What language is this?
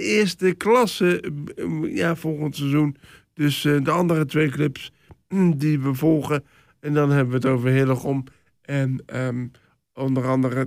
Dutch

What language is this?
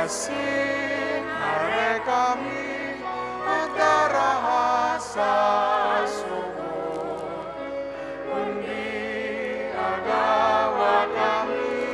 Bikol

